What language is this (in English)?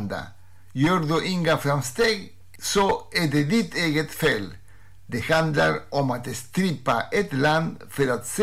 Swedish